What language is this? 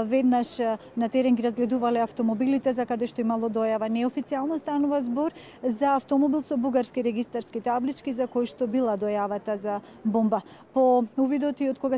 Macedonian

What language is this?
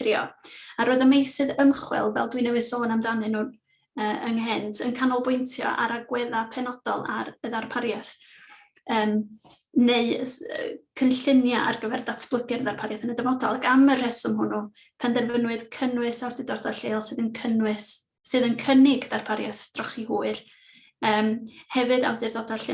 Welsh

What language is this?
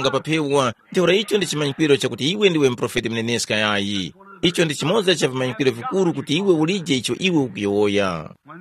Tumbuka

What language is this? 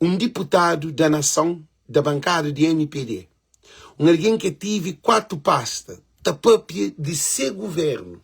Kabuverdianu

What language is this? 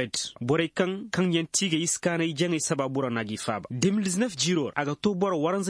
Koyraboro Senni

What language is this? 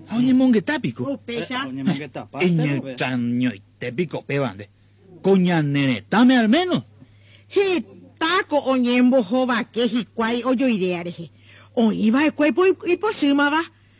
Guarani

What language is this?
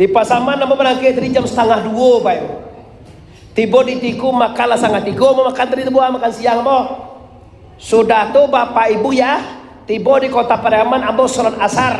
Minangkabau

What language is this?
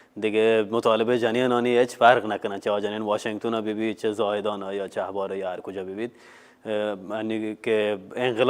Baluchi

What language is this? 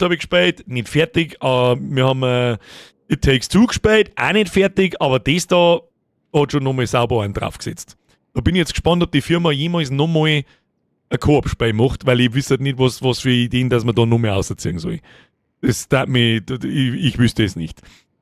Bavarian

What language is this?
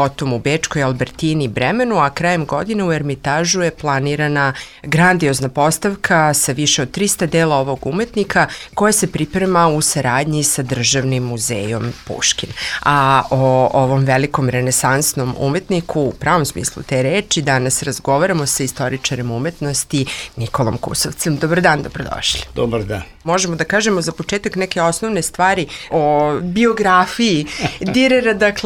Serbian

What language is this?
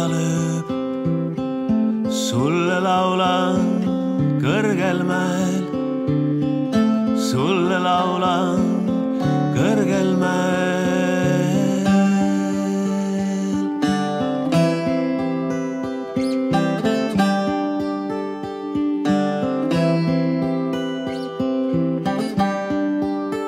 Estonian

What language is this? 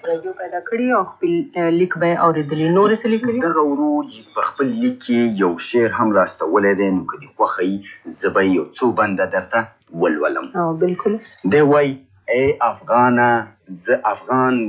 Pashto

